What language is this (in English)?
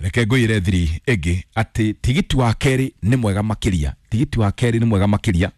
Kikuyu